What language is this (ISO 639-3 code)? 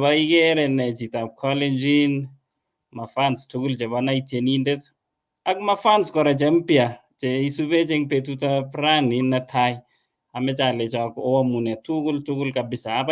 kln